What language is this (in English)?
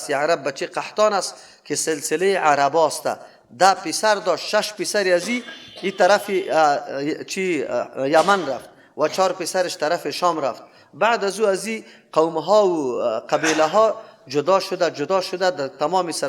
Persian